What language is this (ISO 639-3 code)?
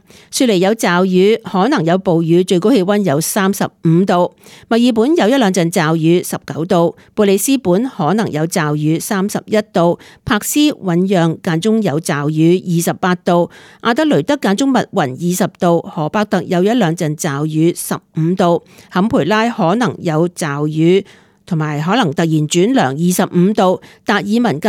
yue